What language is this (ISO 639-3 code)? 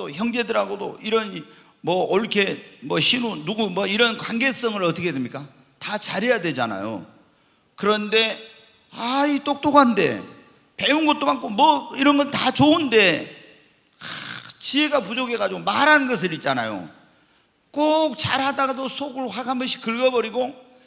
kor